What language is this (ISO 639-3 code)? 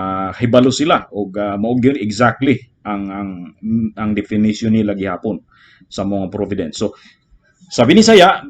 ceb